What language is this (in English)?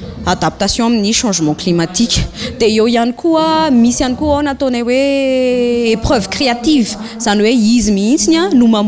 Malagasy